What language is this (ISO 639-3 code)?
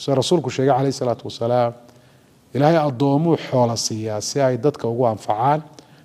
som